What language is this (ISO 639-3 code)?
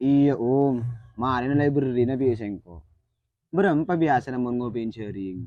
mad